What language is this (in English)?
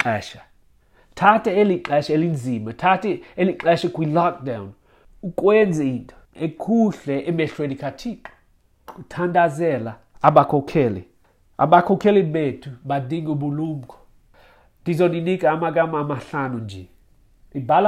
Xhosa